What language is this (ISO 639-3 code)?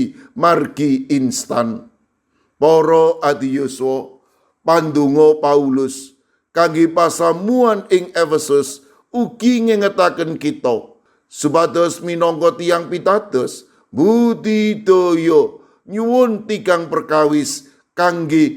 jav